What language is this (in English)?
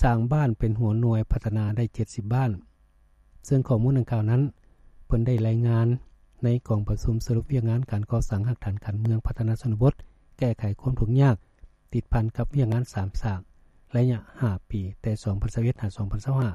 Lao